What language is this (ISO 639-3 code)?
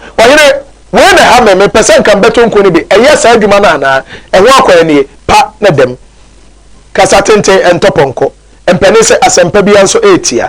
aka